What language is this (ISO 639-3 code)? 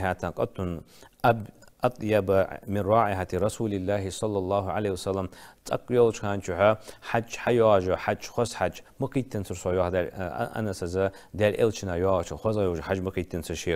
inh